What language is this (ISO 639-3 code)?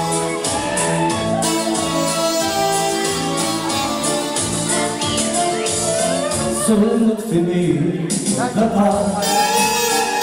ron